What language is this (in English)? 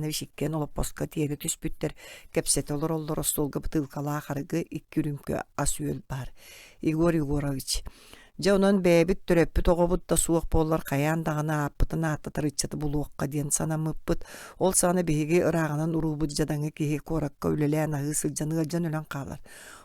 Yakut